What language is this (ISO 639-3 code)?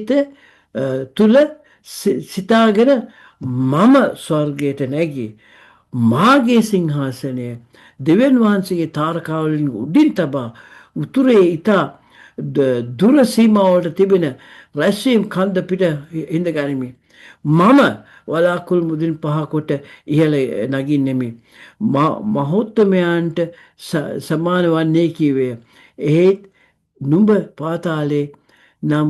sin